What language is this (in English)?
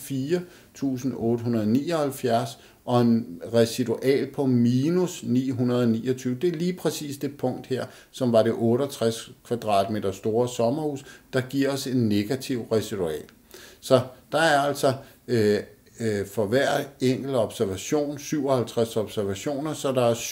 Danish